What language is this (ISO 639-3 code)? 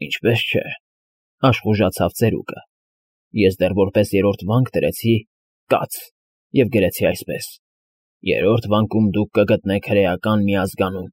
hye